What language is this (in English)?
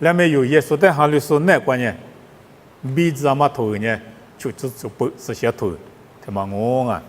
Lisu